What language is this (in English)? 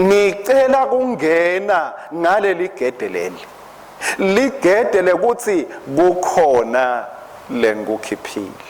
Swati